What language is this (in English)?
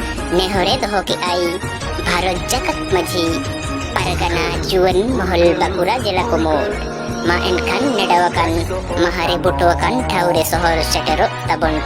Santali